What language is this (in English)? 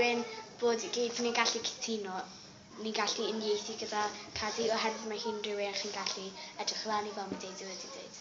Welsh